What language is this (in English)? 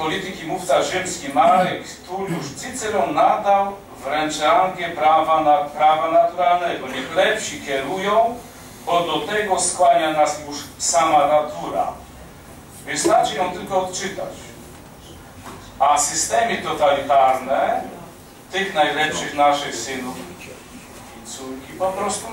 Polish